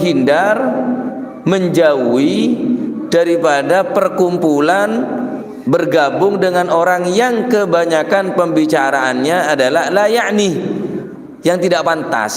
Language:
Madurese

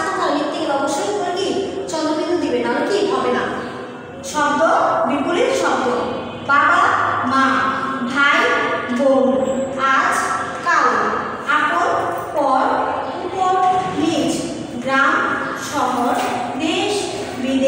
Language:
Bangla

